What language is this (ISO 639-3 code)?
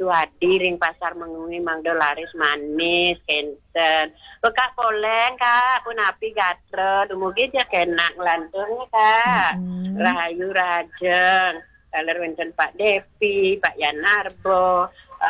ban